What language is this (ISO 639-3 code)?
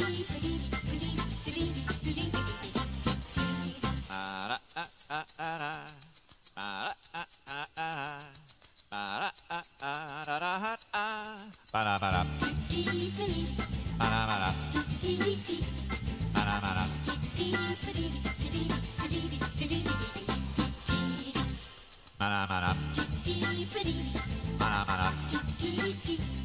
ara